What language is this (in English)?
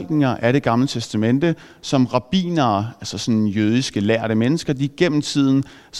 Danish